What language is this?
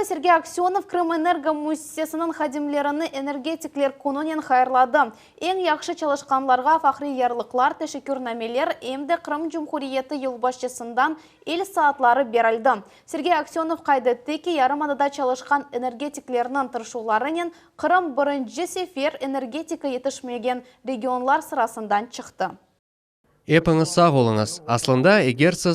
Crimean Tatar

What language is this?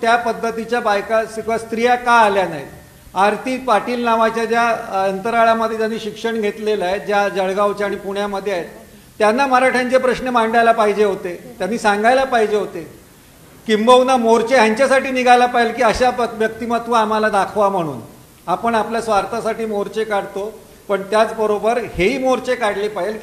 Marathi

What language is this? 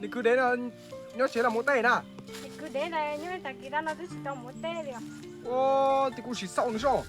Hmong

